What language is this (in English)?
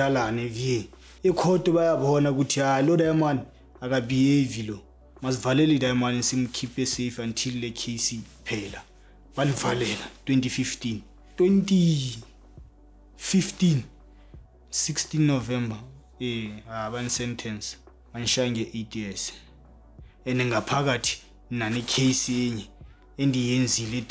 Zulu